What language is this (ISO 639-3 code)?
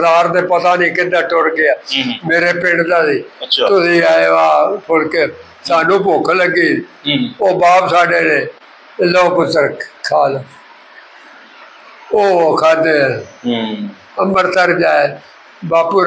pan